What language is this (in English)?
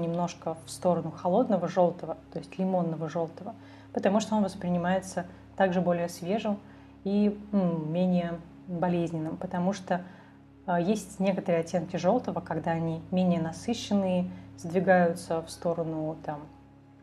Russian